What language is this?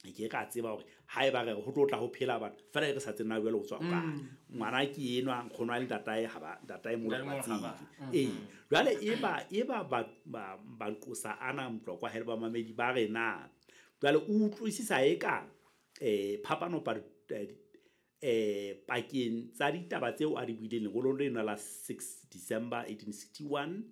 Southern Sotho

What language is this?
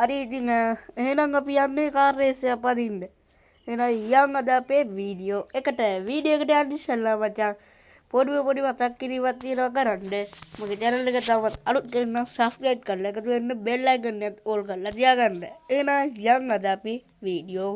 Sinhala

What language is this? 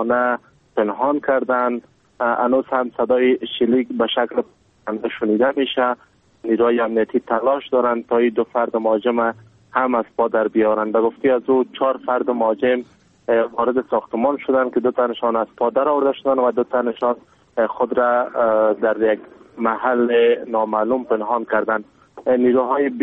Persian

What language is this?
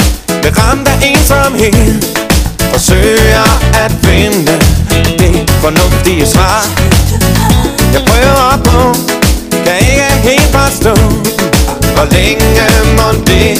Danish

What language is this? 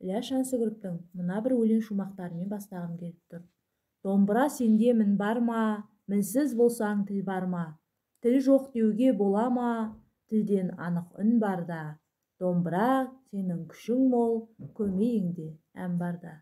Kazakh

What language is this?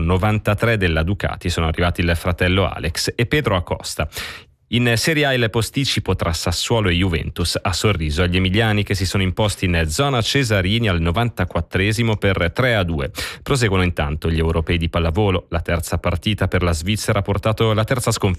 Italian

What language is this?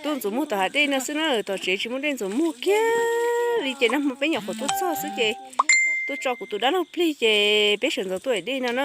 Hmong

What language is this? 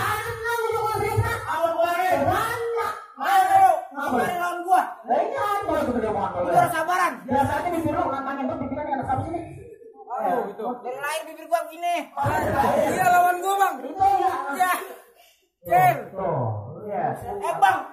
Betawi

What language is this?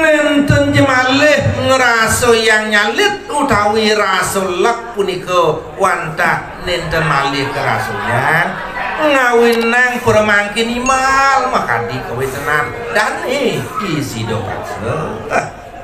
Balinese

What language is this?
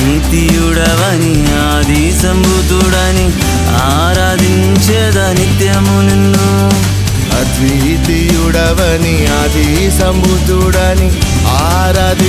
Telugu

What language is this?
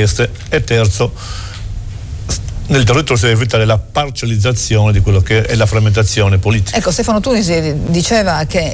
Italian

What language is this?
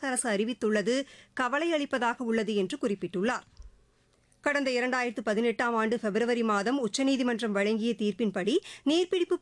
Tamil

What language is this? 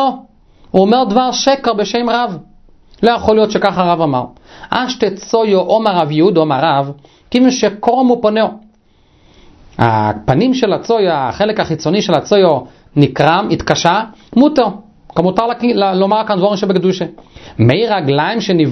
Hebrew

